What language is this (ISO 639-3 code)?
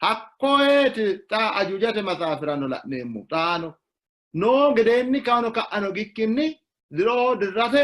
sid